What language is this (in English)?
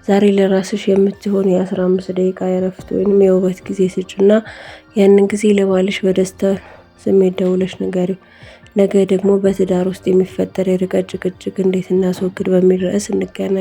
Amharic